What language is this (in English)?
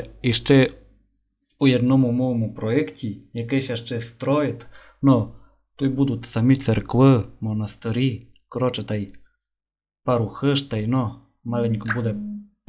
Rusyn